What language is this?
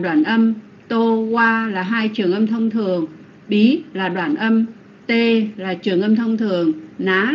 Vietnamese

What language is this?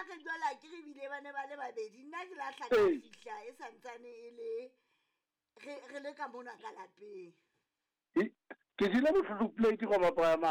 Southern Sotho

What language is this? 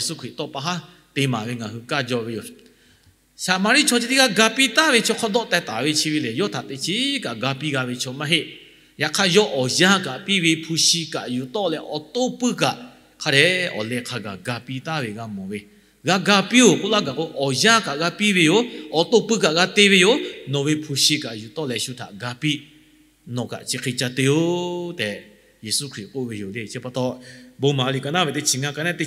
Lahu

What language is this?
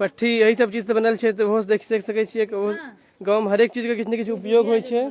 Maithili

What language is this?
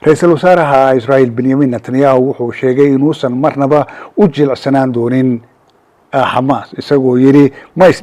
Somali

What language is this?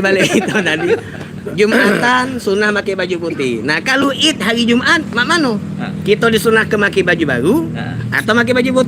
Musi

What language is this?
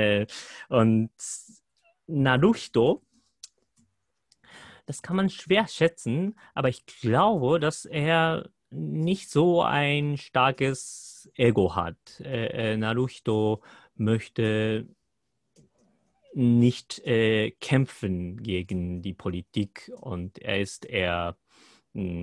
German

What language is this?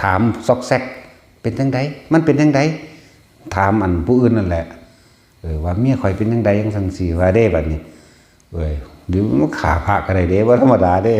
Northeastern Thai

